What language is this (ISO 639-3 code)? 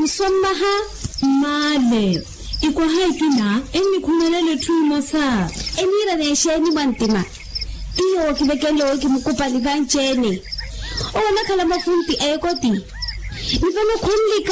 vmw